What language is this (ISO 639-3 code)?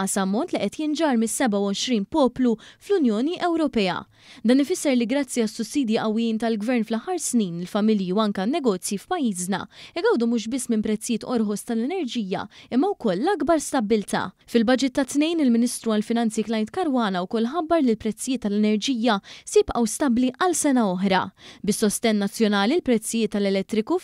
mlt